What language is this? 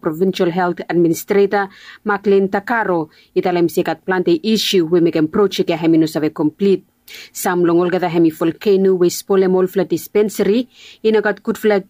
Bislama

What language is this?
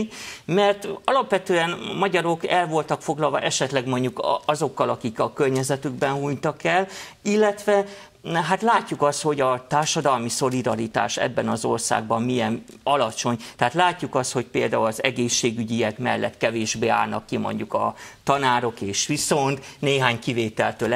Hungarian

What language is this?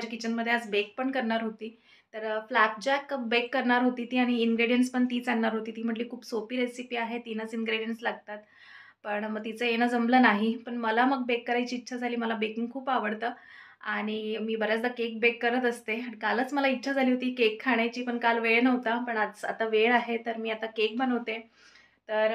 Marathi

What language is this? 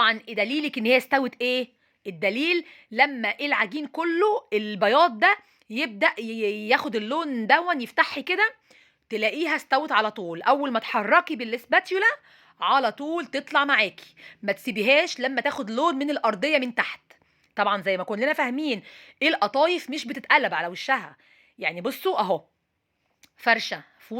Egyptian Arabic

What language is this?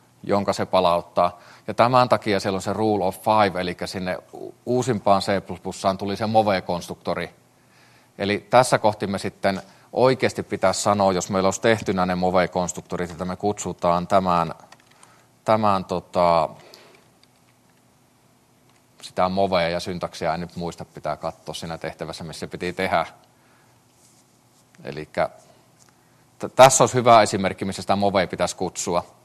Finnish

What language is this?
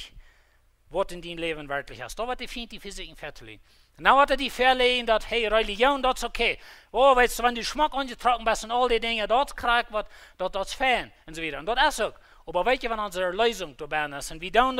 Plautdietsch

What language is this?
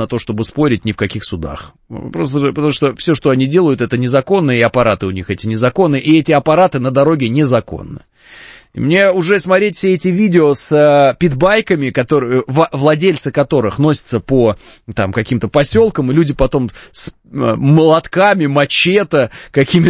Russian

